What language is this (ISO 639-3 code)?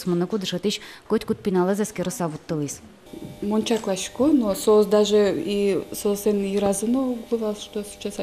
udm